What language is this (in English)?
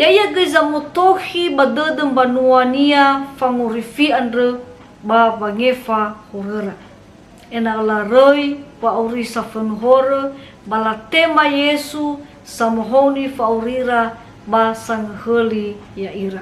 Nias